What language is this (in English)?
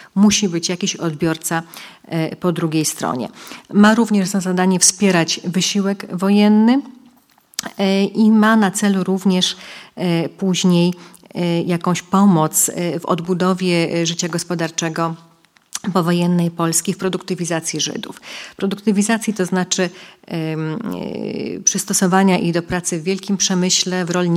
Polish